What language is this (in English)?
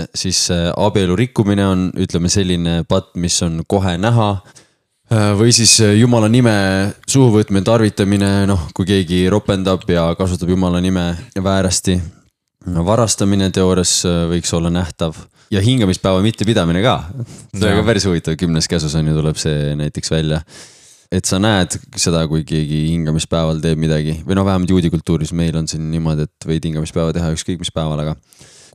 Estonian